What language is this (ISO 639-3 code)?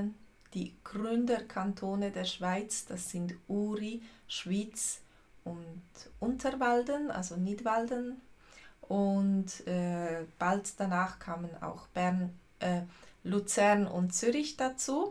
gsw